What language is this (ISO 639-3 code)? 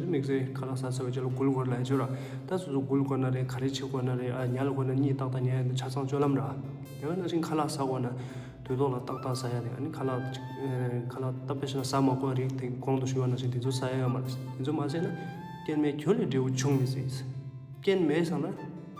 bod